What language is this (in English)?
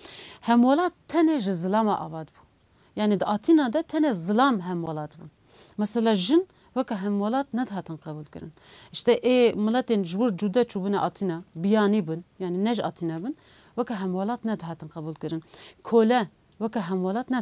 Kurdish